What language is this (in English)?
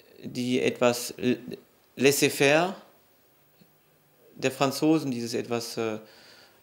German